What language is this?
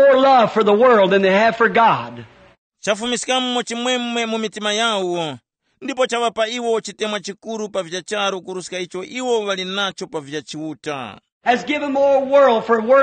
Tumbuka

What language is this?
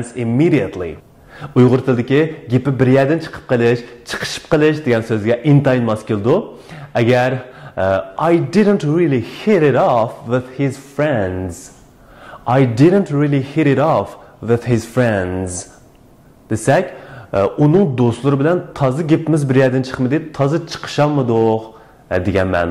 Uyghur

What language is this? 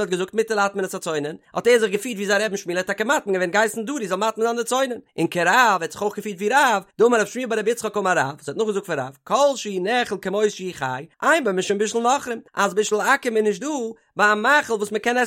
Yiddish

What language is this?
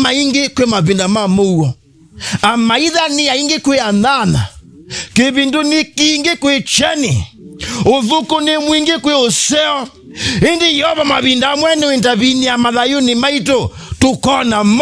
Kamba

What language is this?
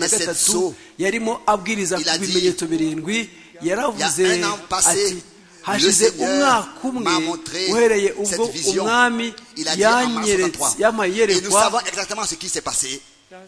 Kinyarwanda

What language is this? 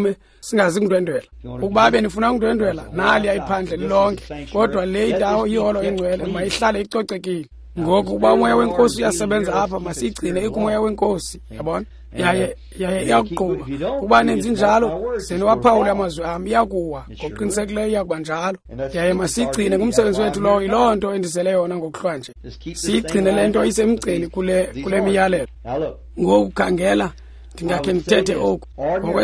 Xhosa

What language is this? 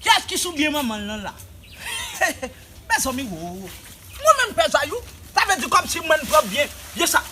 Haitian Creole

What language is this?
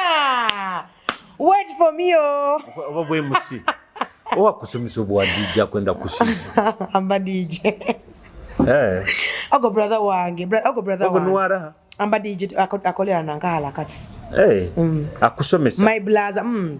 Nyoro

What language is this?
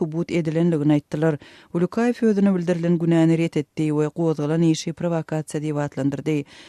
Turkmen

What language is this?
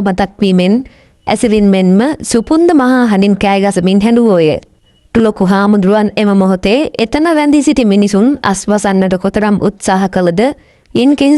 Sinhala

